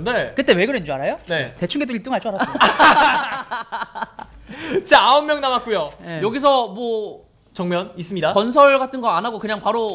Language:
Korean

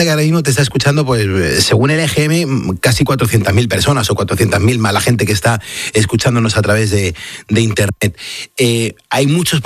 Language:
Spanish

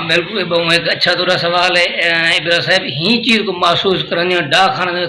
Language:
Saraiki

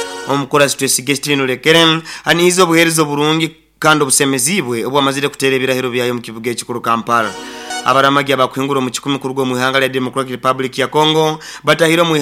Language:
Nyoro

